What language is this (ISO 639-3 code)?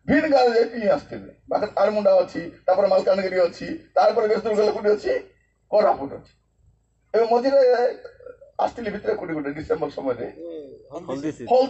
ori